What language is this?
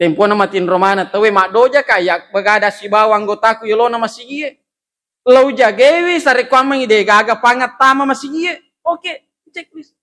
Buginese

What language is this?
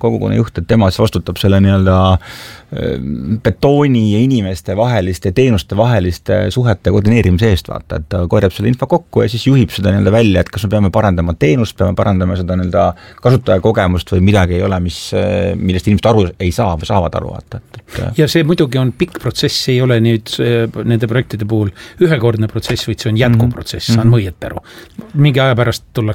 Estonian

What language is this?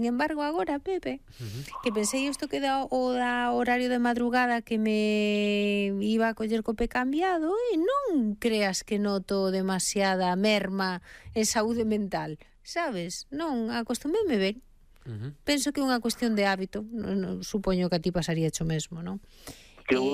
Galician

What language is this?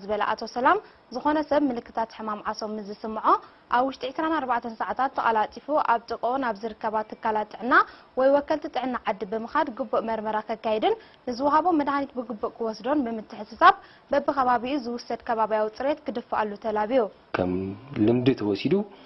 Tigrinya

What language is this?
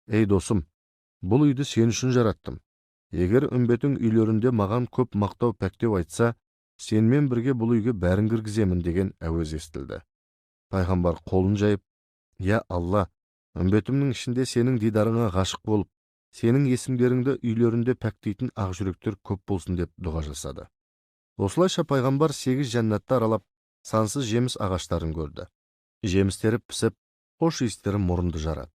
Kazakh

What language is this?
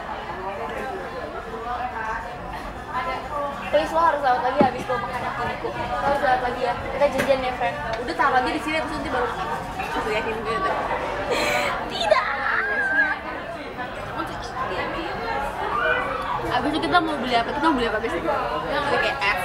Indonesian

